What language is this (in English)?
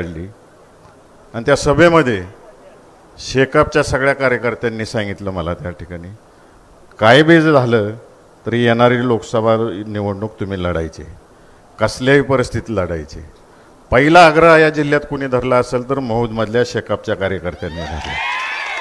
Marathi